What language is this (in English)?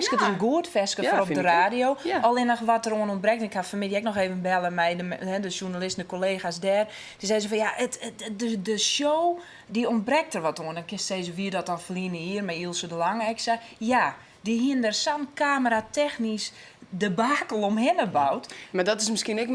Western Frisian